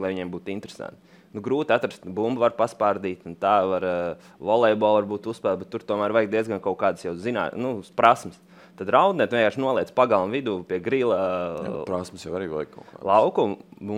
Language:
Latvian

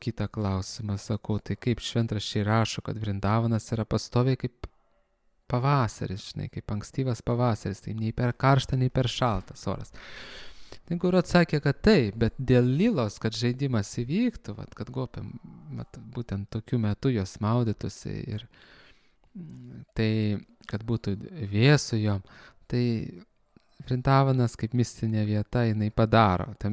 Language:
Lithuanian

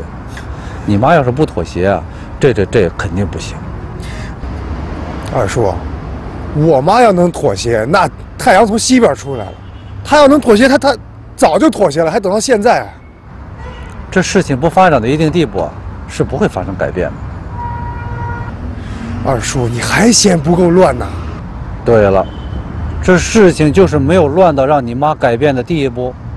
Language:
Chinese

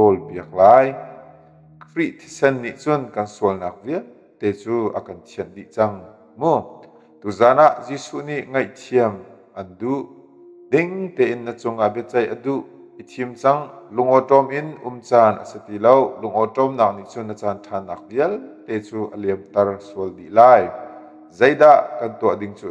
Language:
Hakha Chin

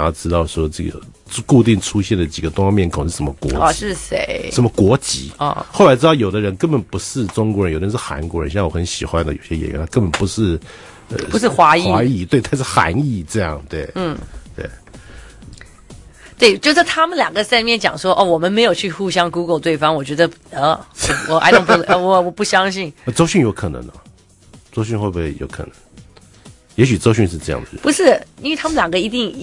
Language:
Chinese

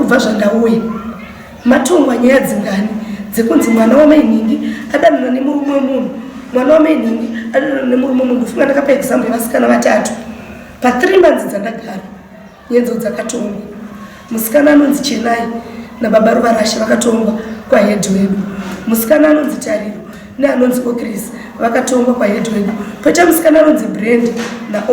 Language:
Shona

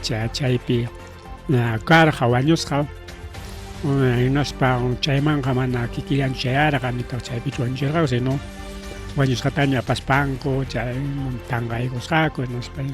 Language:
Ayacucho Quechua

